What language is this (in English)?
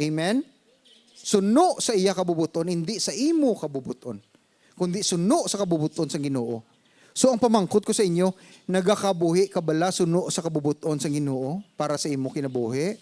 Hiligaynon